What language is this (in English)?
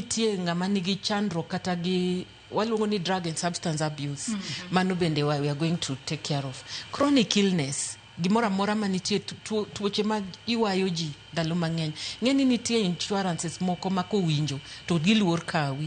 Luo (Kenya and Tanzania)